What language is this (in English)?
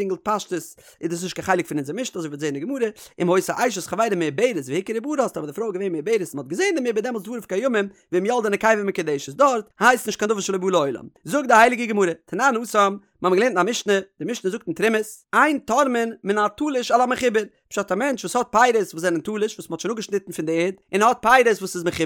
Yiddish